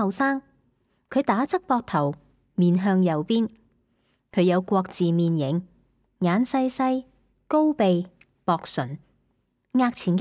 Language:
Cantonese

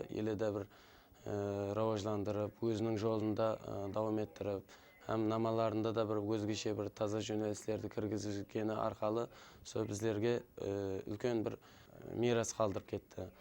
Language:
Kara-Kalpak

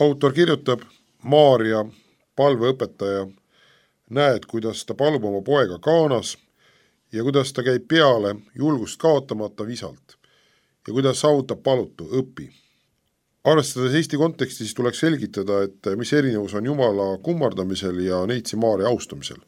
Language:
Estonian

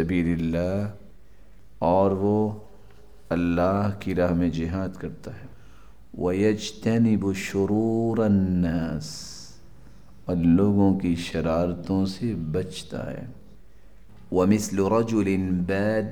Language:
Urdu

